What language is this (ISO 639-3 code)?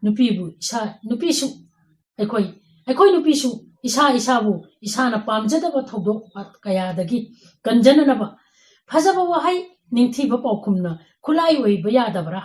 mni